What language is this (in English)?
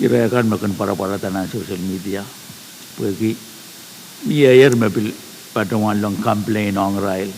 Pohnpeian